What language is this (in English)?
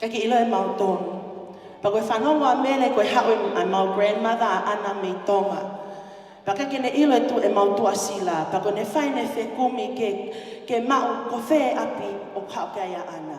Tongan